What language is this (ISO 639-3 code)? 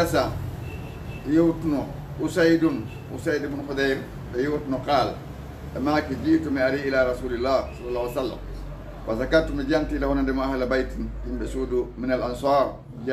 ful